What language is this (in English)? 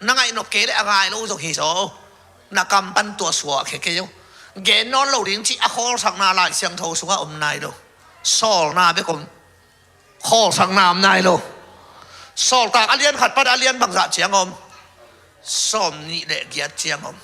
Tedim Chin